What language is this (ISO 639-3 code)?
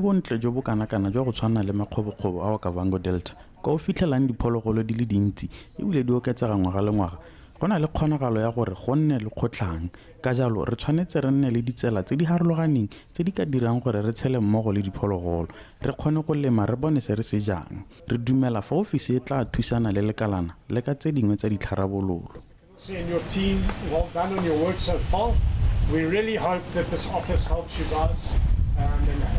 tsn